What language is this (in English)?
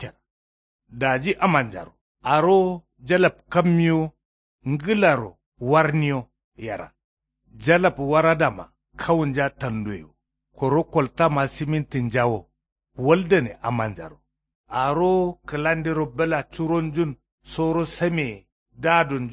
Kanuri